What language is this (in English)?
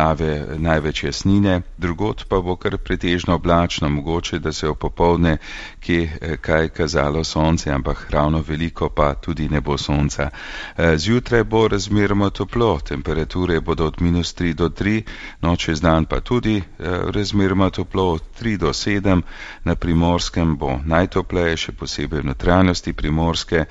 Slovenian